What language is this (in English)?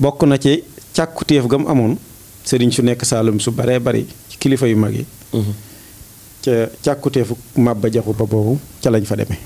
Wolof